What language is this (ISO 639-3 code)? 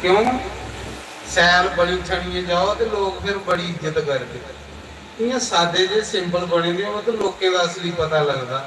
doi